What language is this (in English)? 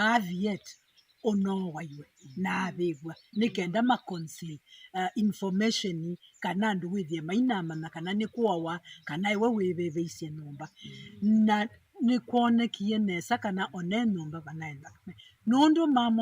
Kamba